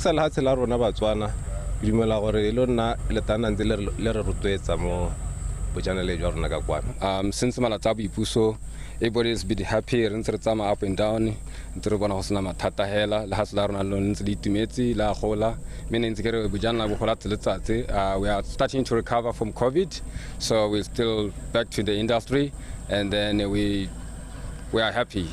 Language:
Tswana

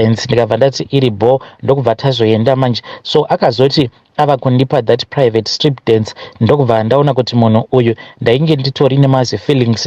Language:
Shona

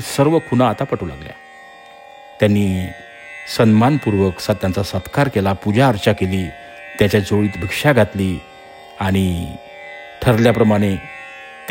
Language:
Marathi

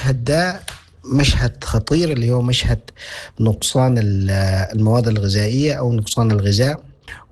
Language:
Sudanese Arabic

